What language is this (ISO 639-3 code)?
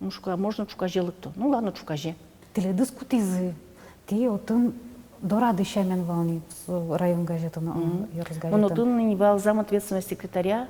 udm